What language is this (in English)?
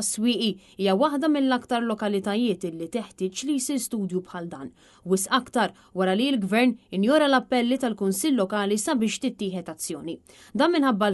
Maltese